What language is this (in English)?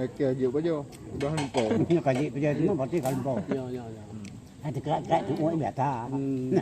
Achinese